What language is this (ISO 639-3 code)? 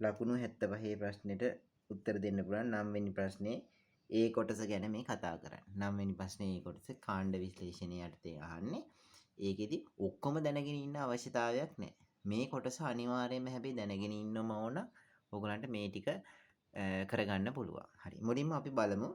sin